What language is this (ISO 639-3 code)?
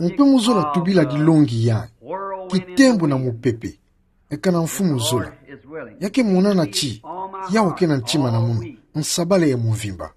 ktu